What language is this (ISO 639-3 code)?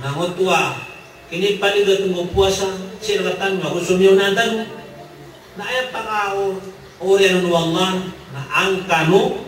mrw